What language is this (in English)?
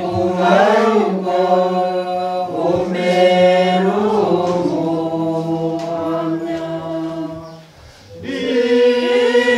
Kinyarwanda